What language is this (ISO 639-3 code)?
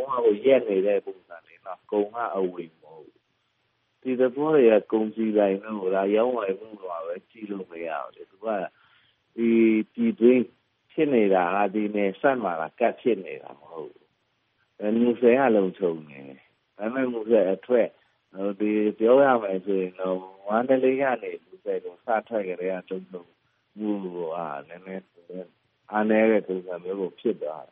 mya